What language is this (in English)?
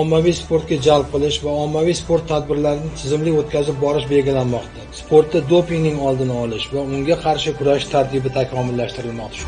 Uzbek